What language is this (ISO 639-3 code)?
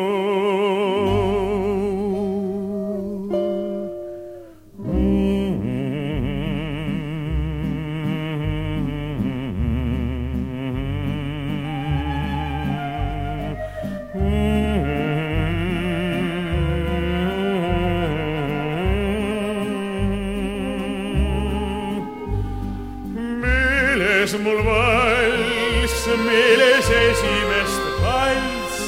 est